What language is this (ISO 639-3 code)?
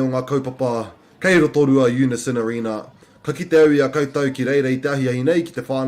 mri